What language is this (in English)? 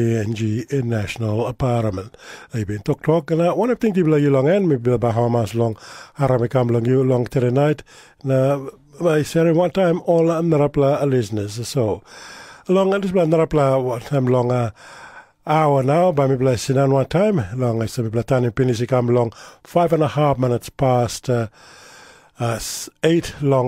Tok Pisin